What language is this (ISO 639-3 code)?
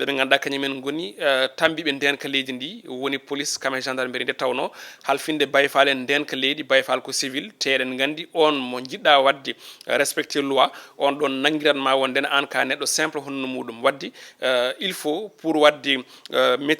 ful